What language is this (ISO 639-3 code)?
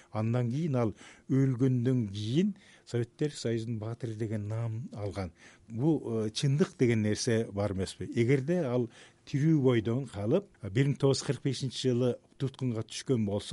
kir